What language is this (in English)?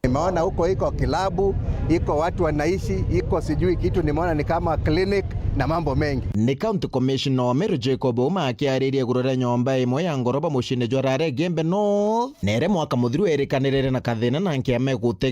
Meru